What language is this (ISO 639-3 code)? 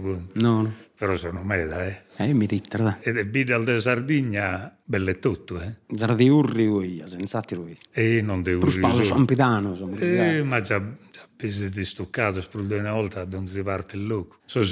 srd